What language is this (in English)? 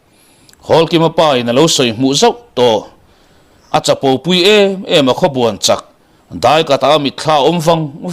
Mizo